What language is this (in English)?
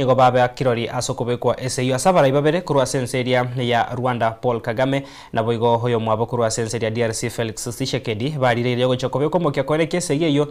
Gusii